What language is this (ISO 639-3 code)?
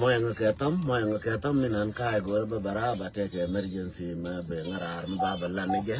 nus